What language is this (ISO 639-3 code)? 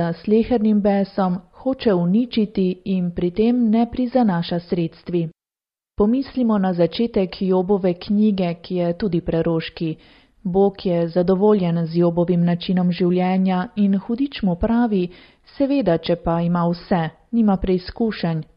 slv